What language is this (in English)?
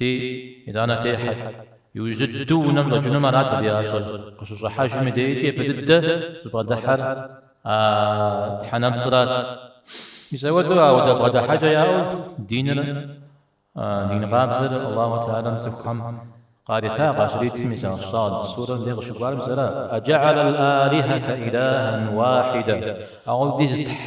Kabardian